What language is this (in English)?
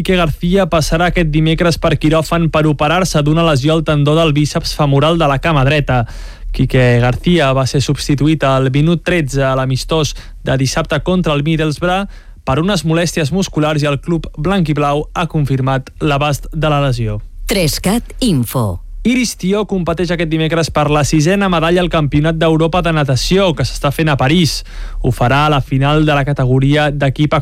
Catalan